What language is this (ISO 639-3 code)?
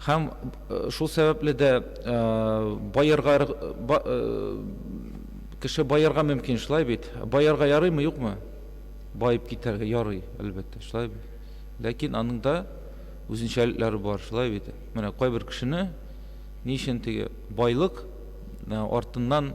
tat